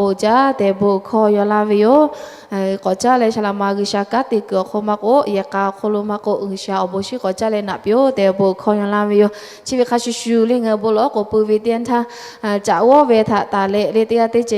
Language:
Lahu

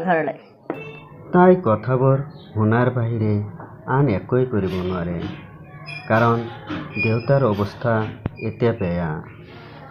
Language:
Assamese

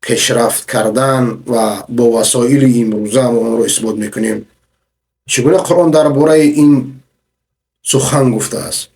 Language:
Persian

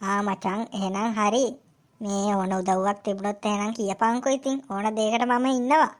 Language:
Sinhala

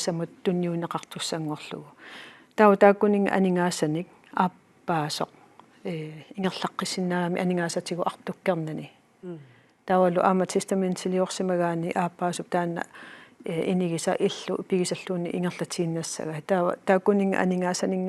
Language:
Kalaallisut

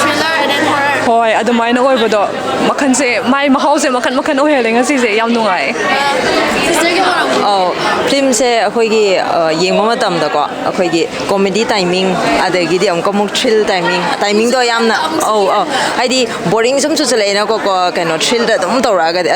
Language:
Manipuri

